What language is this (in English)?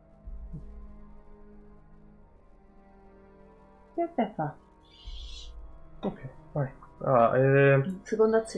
Italian